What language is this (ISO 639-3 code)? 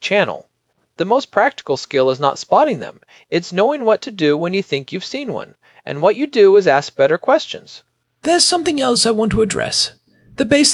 eng